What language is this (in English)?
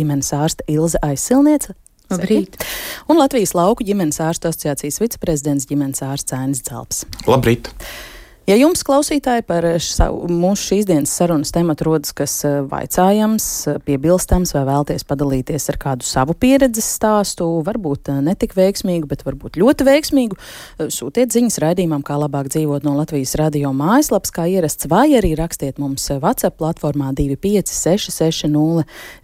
Latvian